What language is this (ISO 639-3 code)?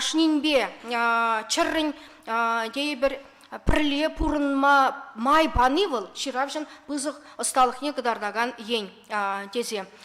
chv